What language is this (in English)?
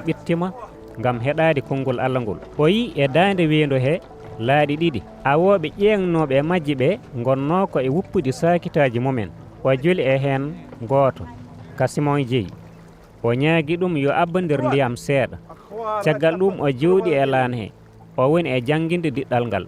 Fula